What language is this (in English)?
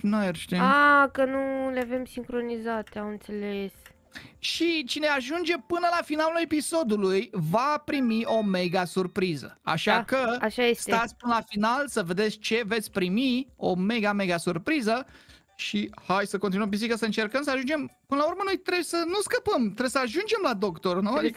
Romanian